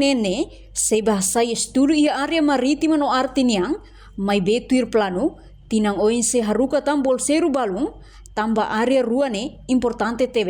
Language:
Tetum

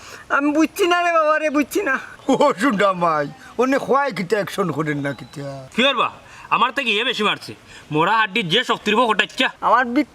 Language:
Sylheti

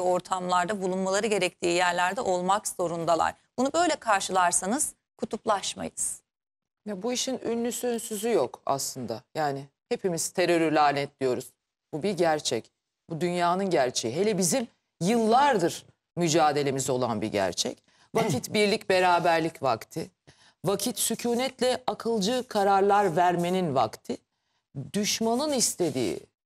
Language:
Turkish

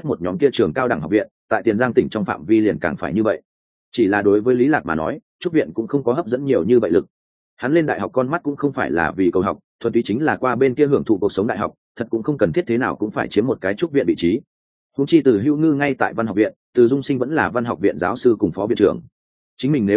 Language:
Vietnamese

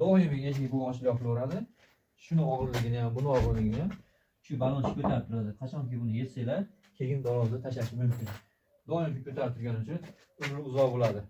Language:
Uzbek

